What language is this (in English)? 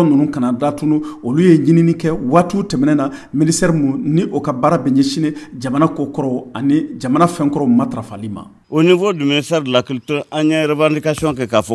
Bambara